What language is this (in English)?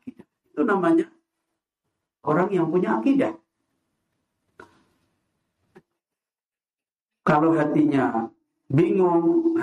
Indonesian